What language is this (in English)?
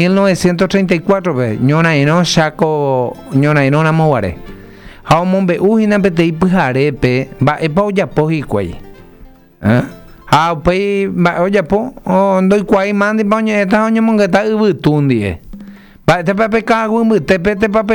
Guarani